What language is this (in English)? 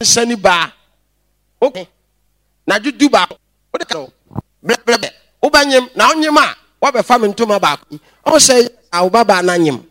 Akan